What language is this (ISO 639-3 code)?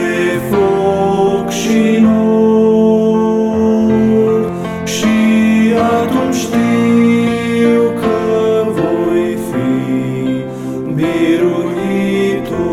ron